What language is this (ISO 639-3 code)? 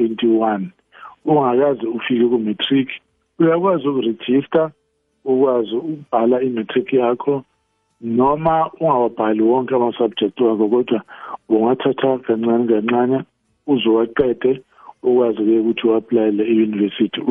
nbl